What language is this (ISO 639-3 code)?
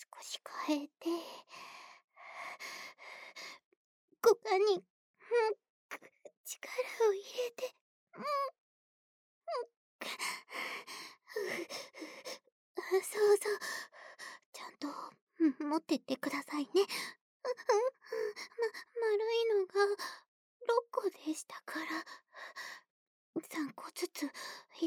jpn